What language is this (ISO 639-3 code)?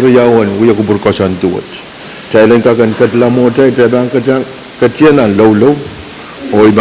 pon